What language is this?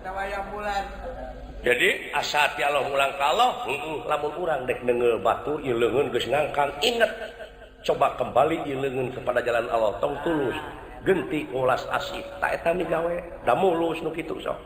Sundanese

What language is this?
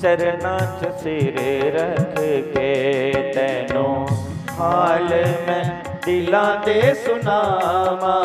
Dogri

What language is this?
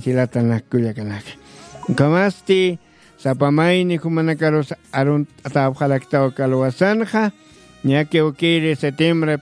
Aymara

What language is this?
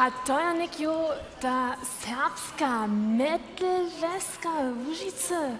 Upper Sorbian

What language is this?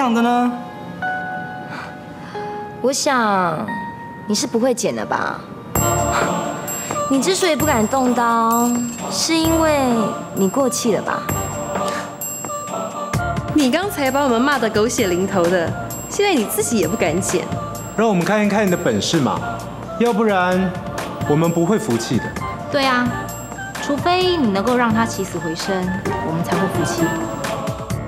Chinese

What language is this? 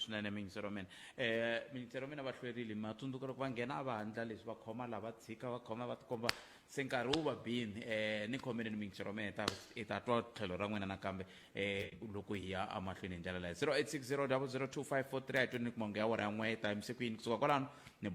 Tsonga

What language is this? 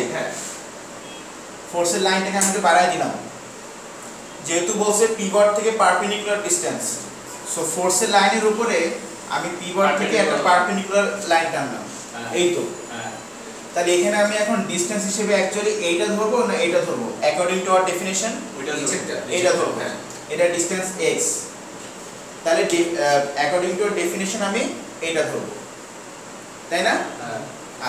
Bangla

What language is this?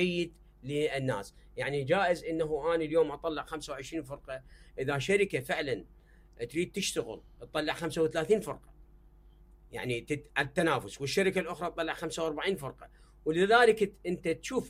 Mesopotamian Arabic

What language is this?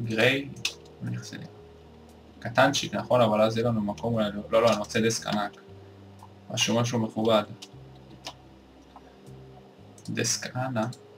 Hebrew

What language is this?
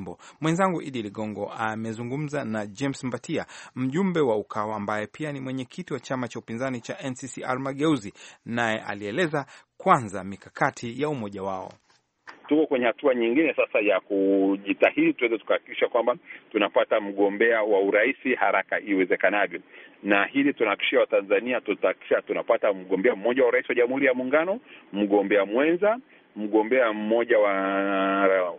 Swahili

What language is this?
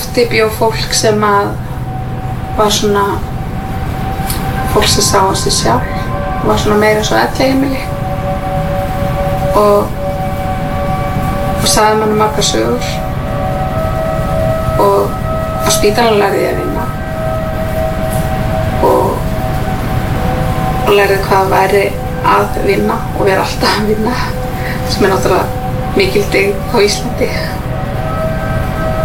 Icelandic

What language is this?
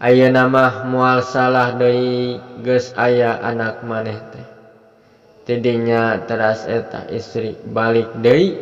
Sundanese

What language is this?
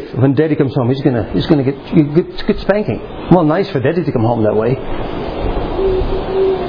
English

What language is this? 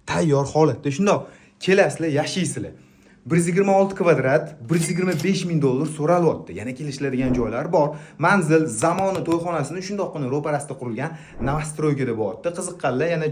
Uzbek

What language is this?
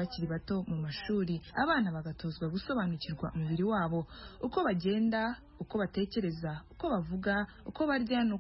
Kinyarwanda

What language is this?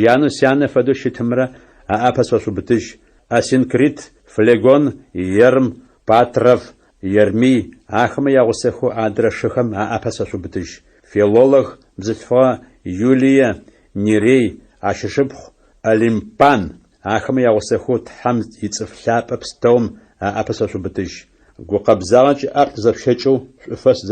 Adyghe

